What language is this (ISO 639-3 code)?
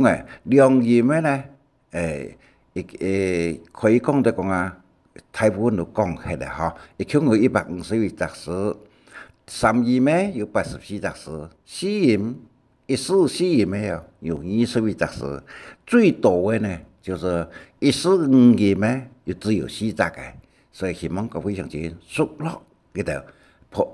hak